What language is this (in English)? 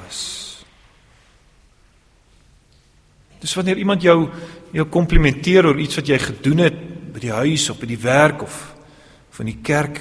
Afrikaans